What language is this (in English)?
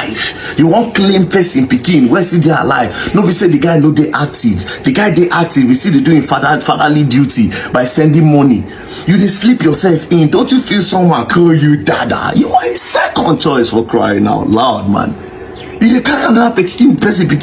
Nigerian Pidgin